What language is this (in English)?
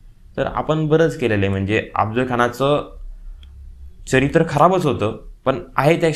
Marathi